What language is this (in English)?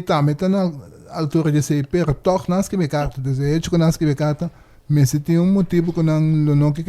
Papiamento